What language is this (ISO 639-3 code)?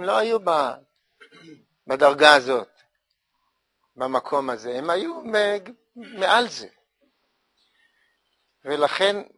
heb